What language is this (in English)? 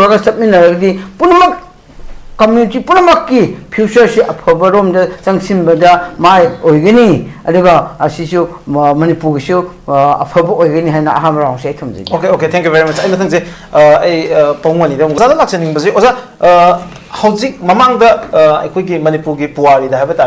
Manipuri